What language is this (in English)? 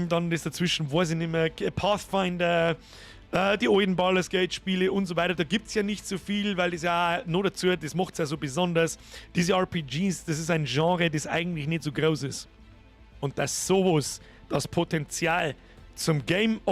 Bavarian